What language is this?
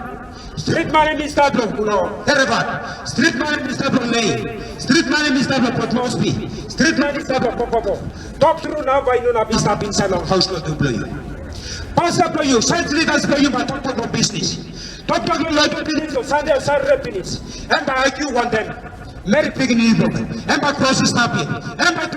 Tok Pisin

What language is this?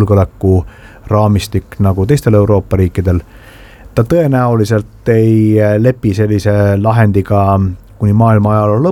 Estonian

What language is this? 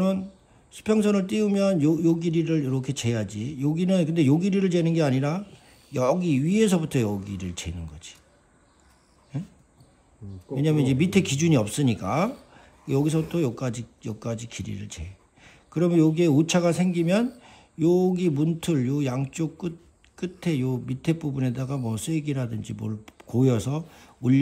Korean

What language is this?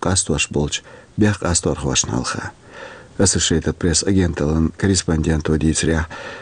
Chechen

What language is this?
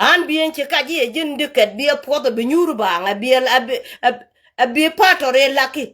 Nuer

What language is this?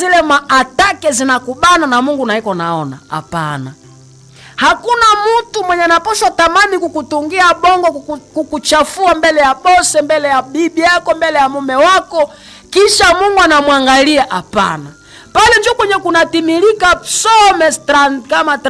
Swahili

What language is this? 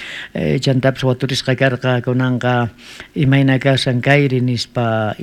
South Bolivian Quechua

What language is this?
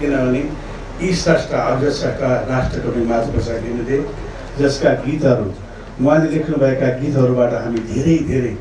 Nepali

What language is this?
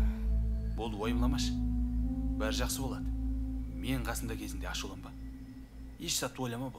Kara-Kalpak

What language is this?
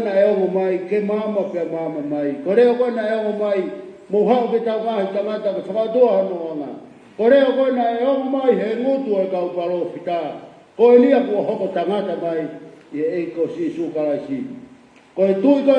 Tongan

